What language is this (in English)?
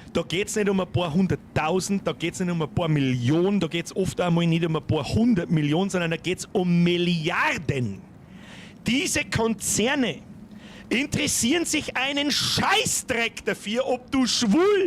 Bavarian